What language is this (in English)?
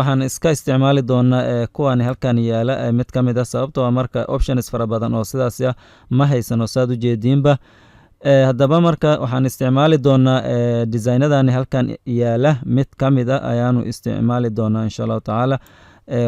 Somali